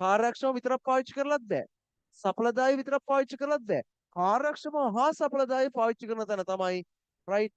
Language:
Sinhala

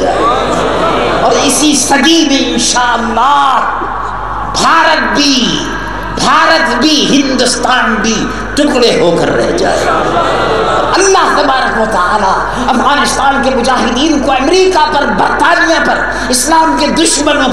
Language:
Urdu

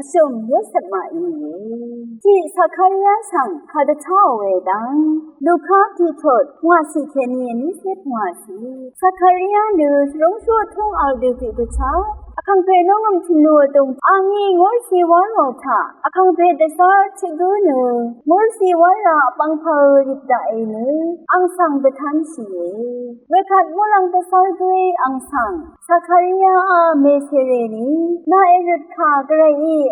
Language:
Rawang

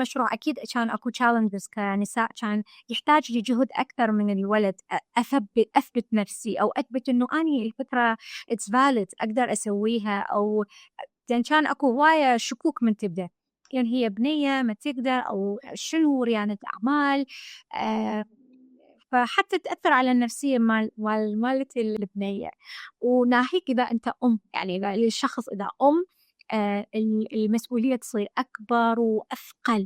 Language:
Mesopotamian Arabic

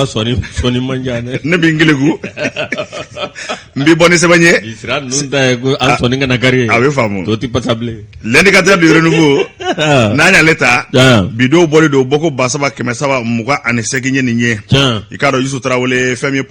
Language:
Bambara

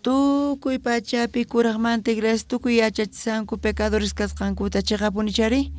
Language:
South Bolivian Quechua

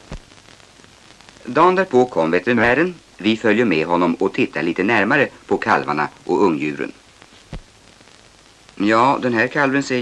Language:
Swedish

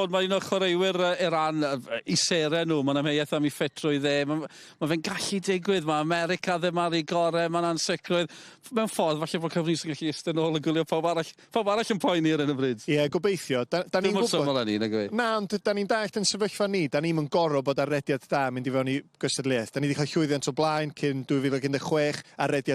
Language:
Welsh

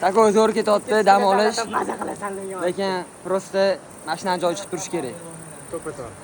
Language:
Uzbek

